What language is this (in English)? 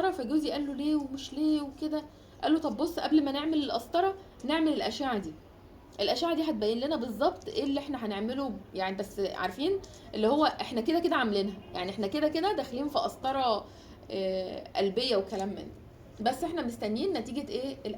Egyptian Arabic